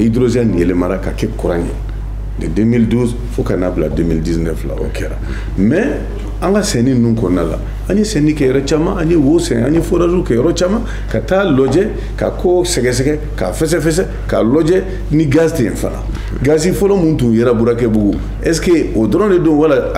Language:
Bambara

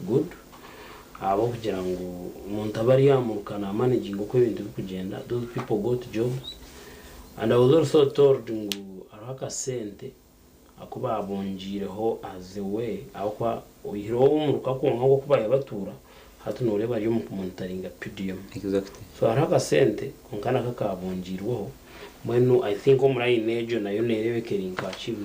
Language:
Nyankole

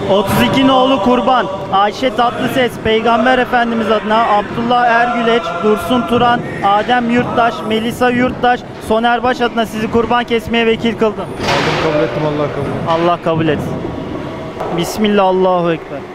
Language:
Turkish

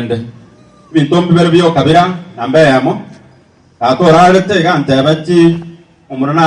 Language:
Gusii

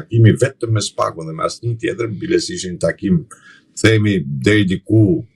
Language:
Albanian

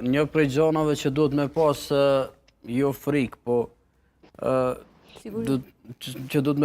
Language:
Albanian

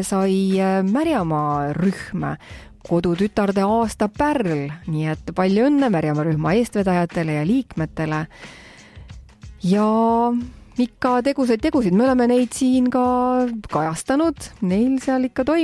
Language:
Estonian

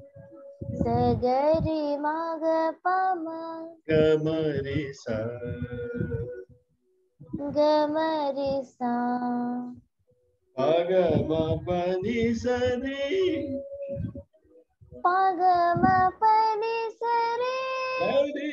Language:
Telugu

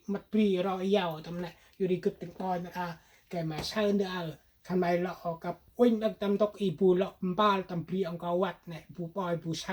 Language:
Central Mnong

